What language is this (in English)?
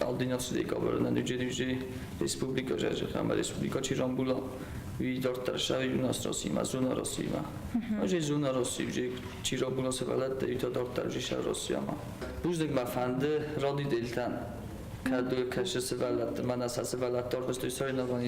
Ossetic